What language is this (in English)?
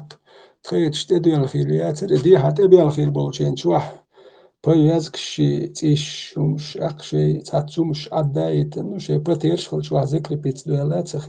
Chechen